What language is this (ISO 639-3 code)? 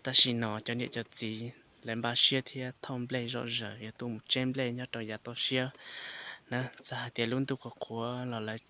hmn